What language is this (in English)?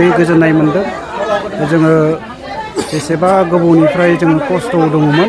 Bodo